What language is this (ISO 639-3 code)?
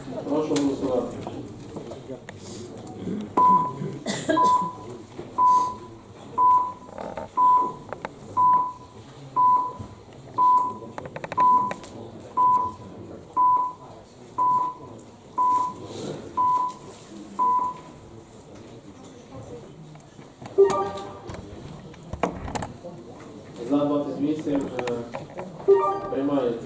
ukr